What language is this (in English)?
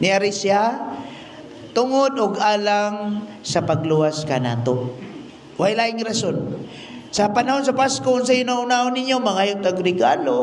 Cebuano